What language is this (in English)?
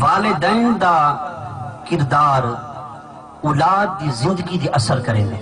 Saraiki